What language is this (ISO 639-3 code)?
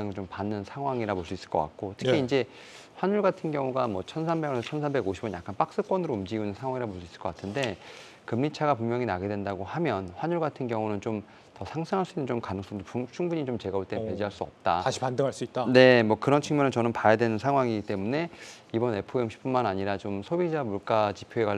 kor